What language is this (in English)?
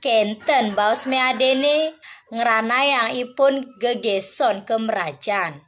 Balinese